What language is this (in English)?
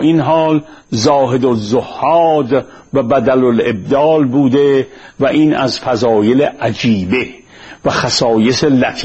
Persian